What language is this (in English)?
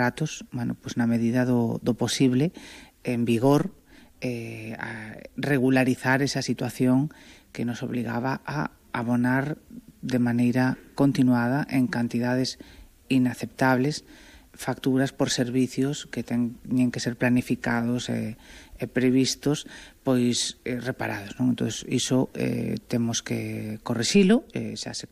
Galician